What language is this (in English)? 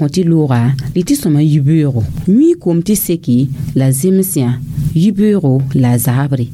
Mossi